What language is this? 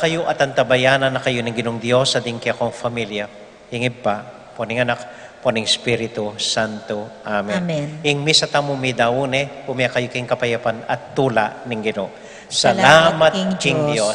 Pampanga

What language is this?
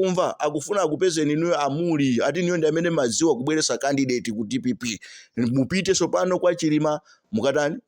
Nyanja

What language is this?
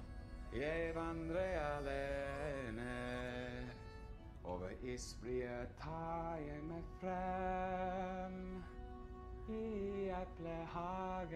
Norwegian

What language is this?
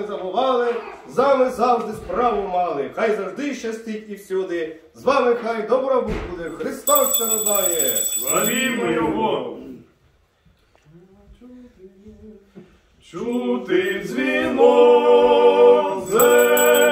Ukrainian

